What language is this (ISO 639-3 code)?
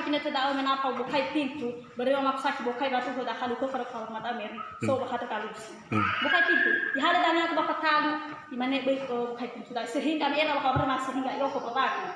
nia